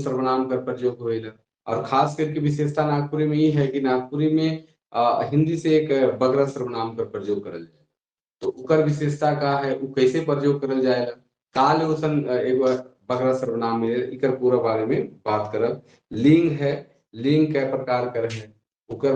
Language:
Sadri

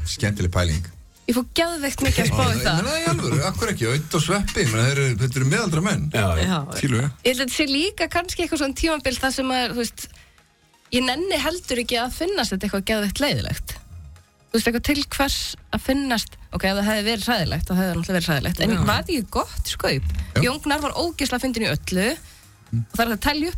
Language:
Icelandic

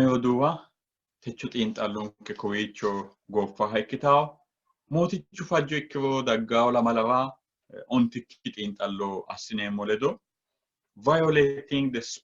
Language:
Sidamo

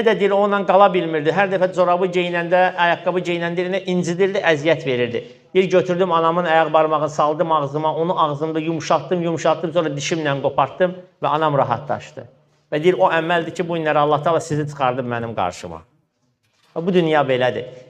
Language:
Azerbaijani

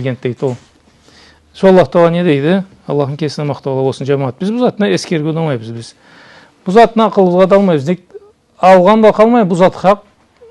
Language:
Karachay-Balkar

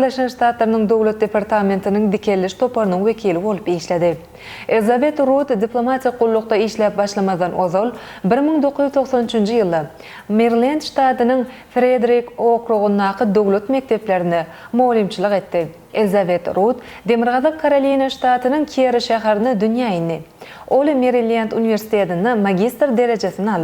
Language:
Turkmen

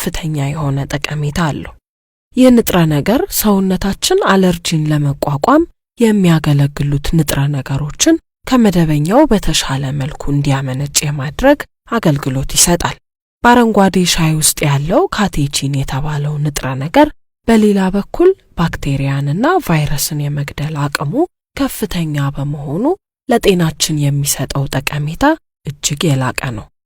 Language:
Amharic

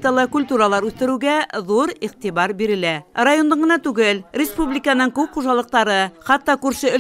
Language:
Bashkir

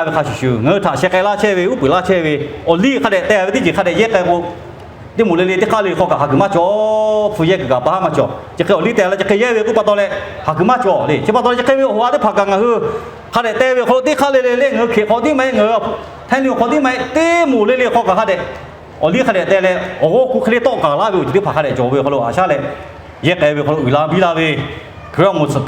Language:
Lahu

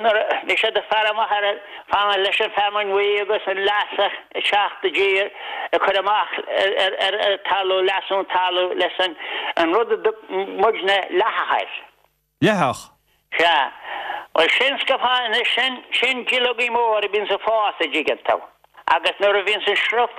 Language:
Irish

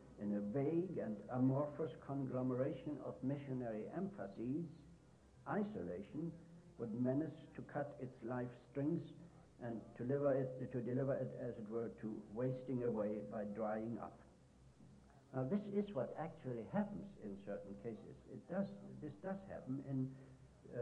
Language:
English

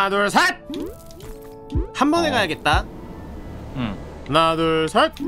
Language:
Korean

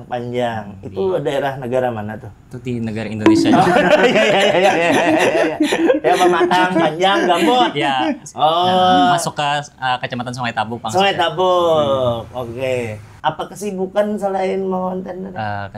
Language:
Banjar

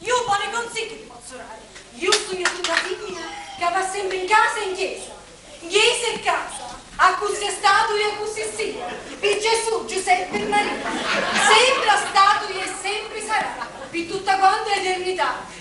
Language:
Sicilian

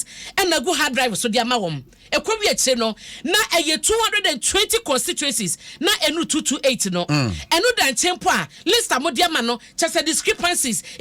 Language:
Akan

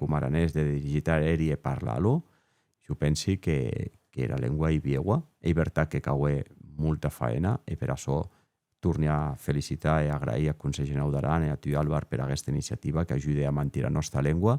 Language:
Occitan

